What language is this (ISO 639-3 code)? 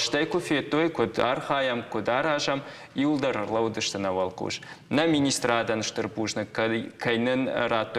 oss